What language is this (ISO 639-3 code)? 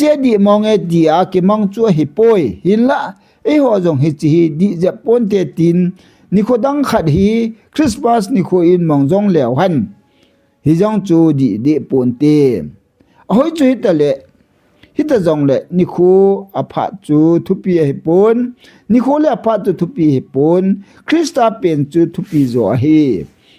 tcz